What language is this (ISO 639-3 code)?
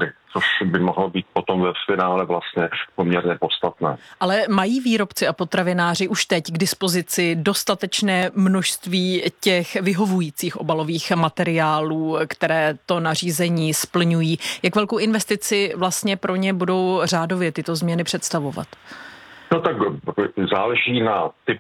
ces